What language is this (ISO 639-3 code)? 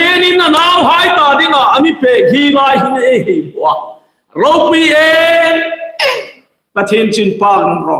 hmr